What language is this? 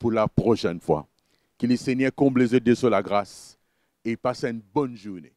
Morisyen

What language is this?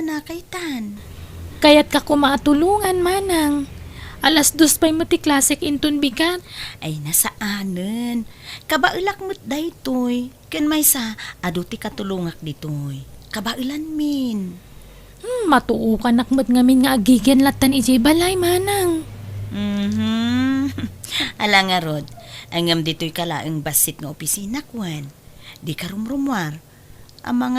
Iloko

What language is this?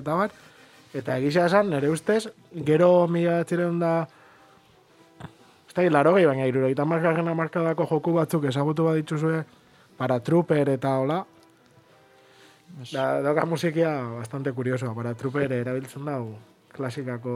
Basque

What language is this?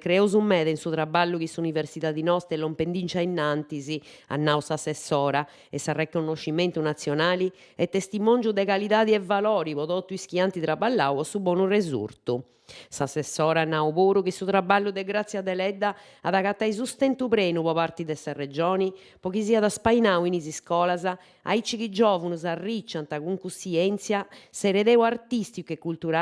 Sardinian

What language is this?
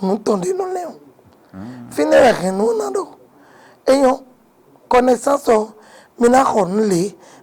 Fon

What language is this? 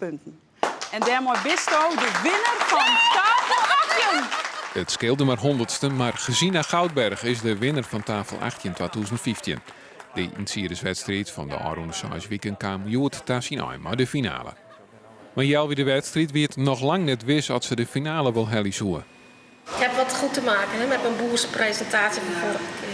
Western Frisian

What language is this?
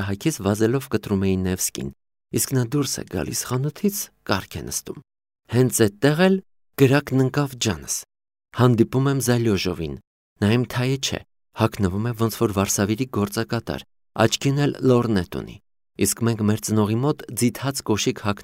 Armenian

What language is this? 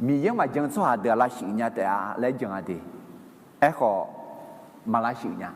Akha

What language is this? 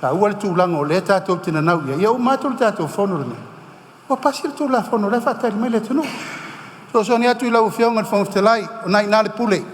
Samoan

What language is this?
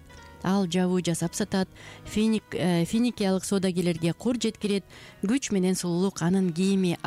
Kyrgyz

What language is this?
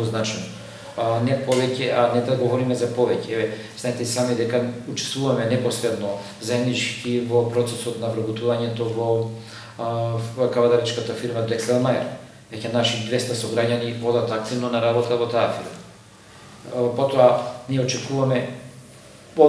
Macedonian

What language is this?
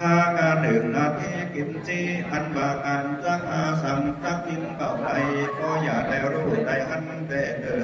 Lü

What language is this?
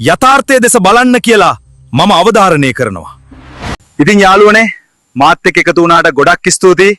Sinhala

